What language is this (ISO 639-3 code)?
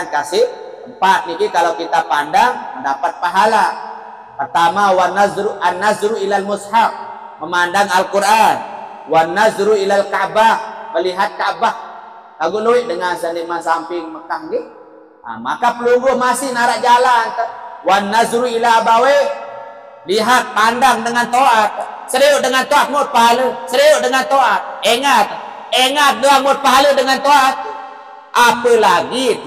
sas